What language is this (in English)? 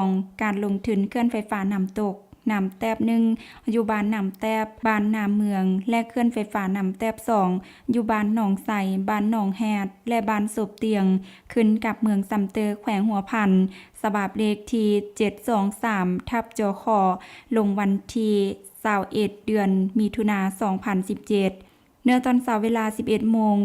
Lao